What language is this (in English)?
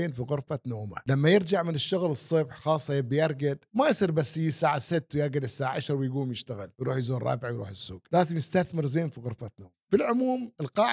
Gulf Arabic